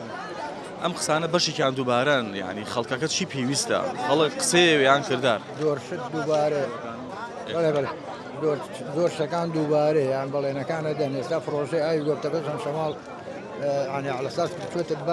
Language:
Central Kurdish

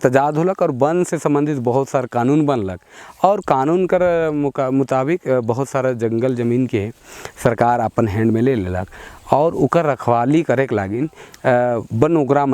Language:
Sadri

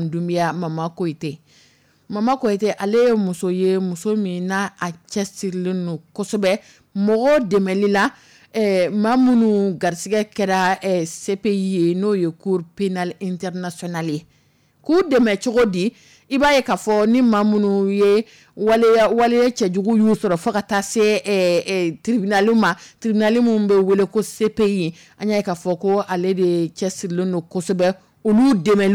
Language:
Dyula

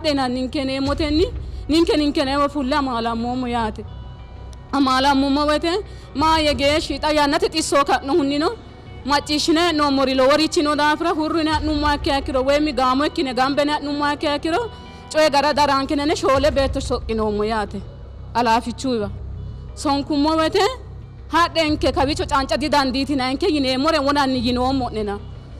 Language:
Sidamo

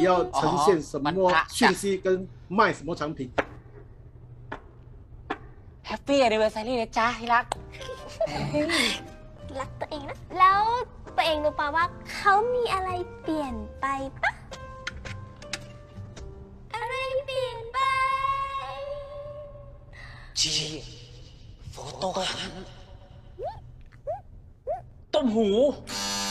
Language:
Chinese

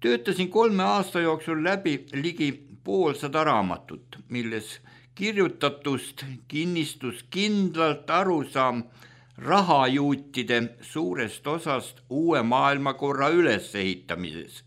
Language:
Estonian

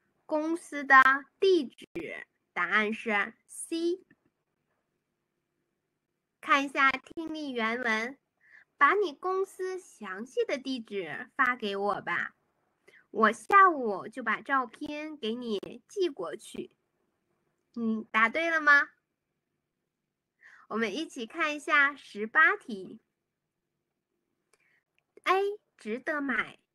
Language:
Chinese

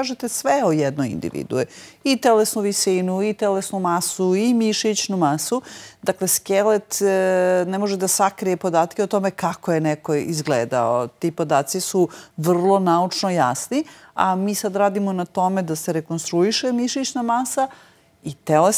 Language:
Serbian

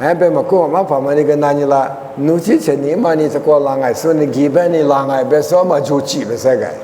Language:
Lisu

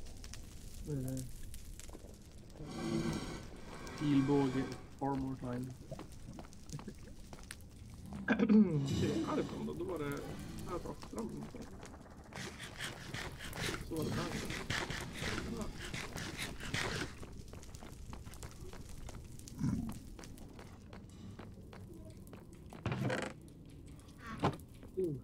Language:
Swedish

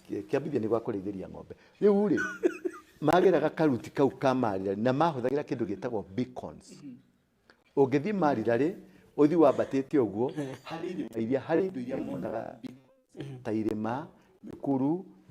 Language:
Kikuyu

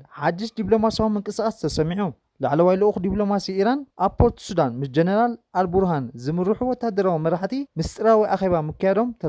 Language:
Tigrinya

